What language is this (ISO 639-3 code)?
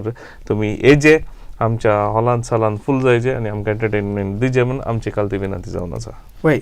kok